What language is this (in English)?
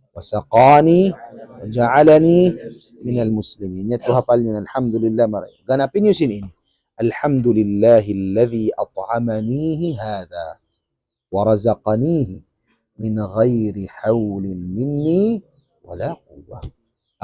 Tausug